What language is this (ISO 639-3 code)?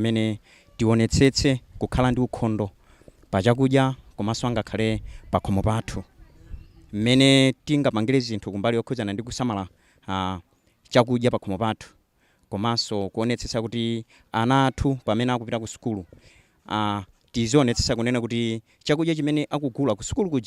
nya